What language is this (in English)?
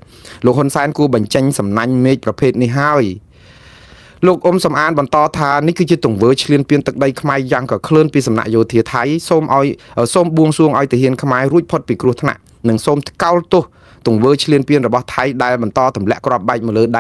Khmer